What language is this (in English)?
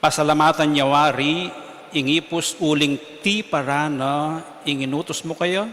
Pampanga